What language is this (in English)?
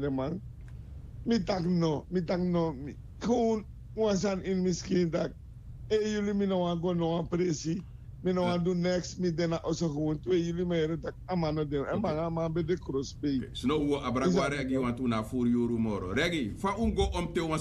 Sranan Tongo